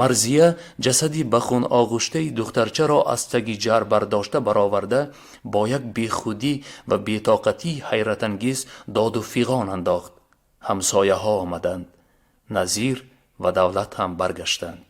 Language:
Tajik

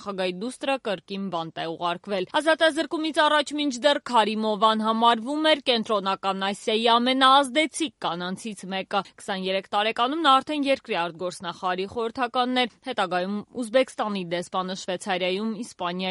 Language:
Armenian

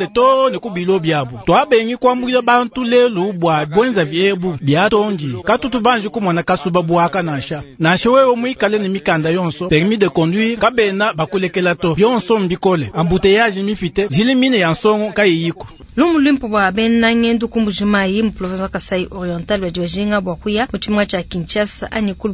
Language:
Luba-Lulua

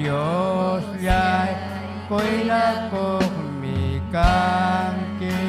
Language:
Ayacucho Quechua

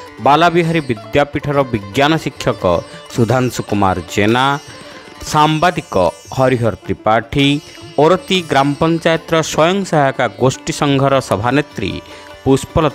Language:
Odia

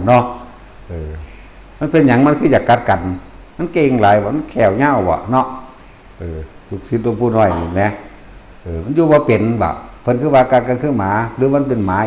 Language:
Northeastern Thai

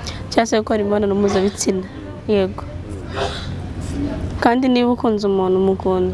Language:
Kinyarwanda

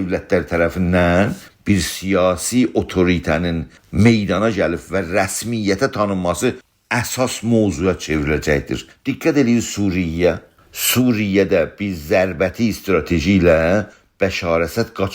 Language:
South Azerbaijani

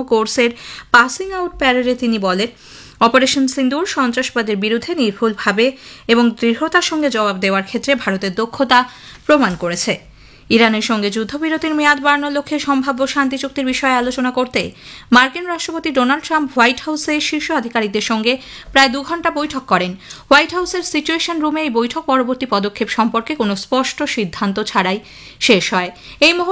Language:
Bangla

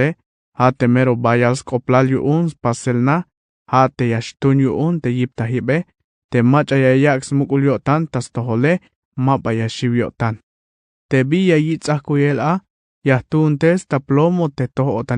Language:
Tzeltal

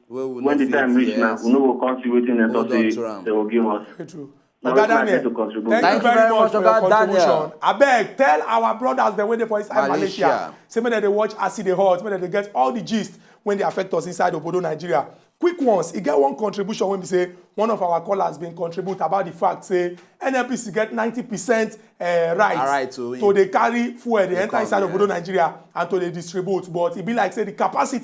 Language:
Nigerian Pidgin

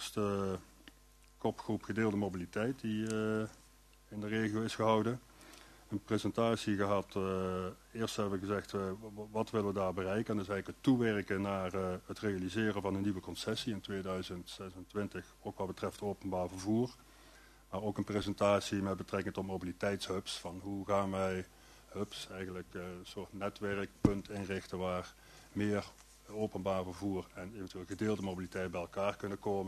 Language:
Dutch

